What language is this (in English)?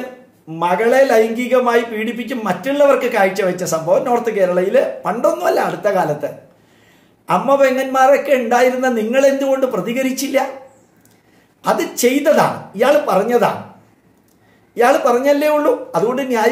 Malayalam